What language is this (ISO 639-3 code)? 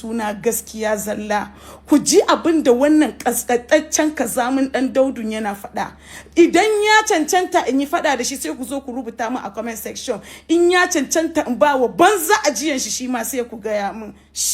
hau